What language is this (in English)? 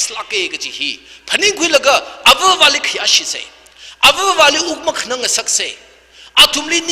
Tangkhul Naga (India)